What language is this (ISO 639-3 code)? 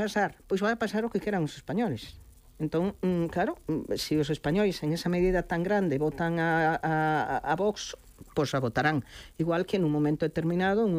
glg